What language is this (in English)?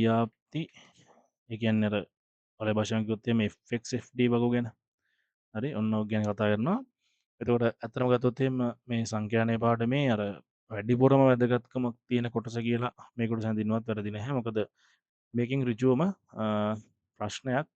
Sinhala